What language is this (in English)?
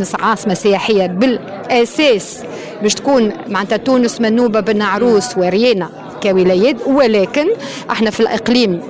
Tunisian Arabic